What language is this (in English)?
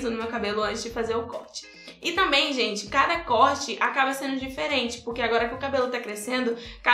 Portuguese